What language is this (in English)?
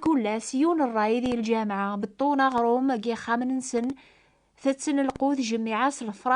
Kabyle